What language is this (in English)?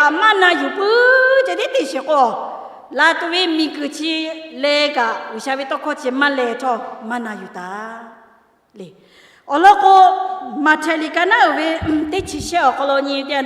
Lahu